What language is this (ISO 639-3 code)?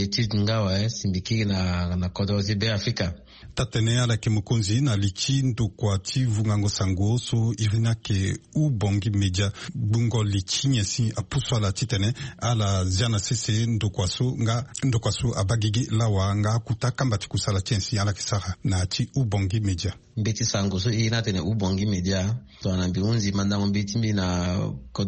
sag